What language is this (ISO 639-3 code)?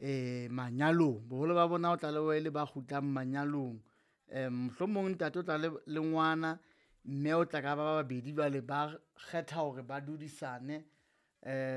sot